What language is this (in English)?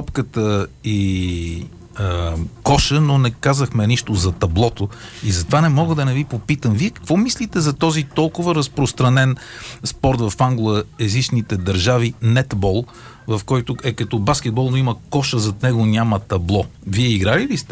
Bulgarian